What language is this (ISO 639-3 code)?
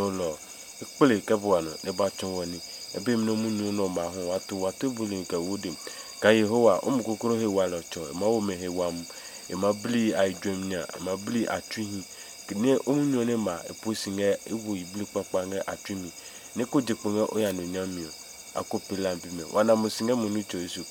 ada